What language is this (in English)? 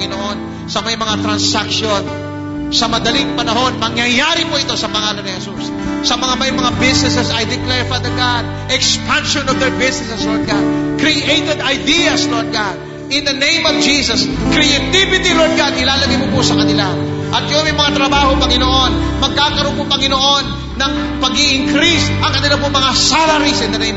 Filipino